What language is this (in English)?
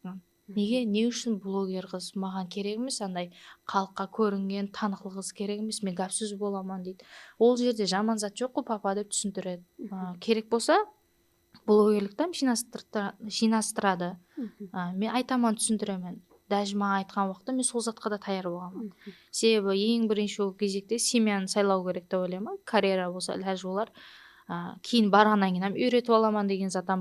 Kara-Kalpak